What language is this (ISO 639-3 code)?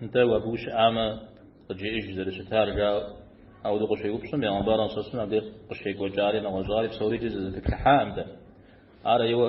kbd